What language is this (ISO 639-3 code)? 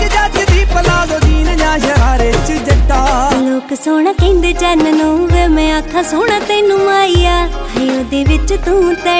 pan